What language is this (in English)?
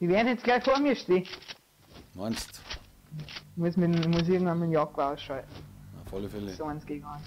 Bavarian